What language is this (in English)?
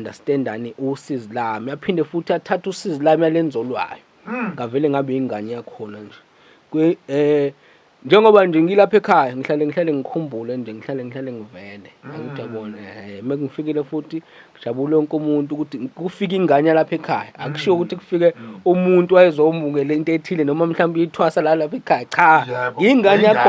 Zulu